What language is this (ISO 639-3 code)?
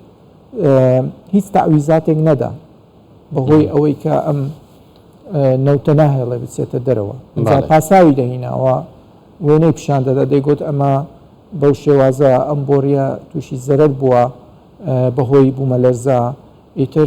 ckb